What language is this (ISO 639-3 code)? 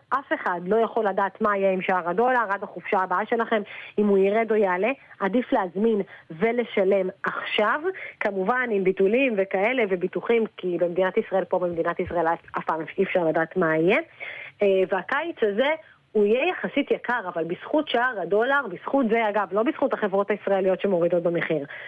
heb